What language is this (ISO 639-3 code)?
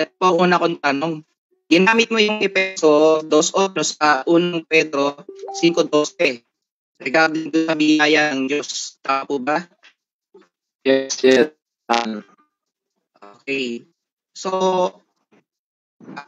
fil